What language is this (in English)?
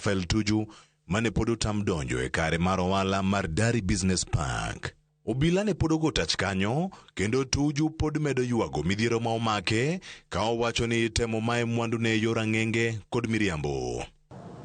Luo (Kenya and Tanzania)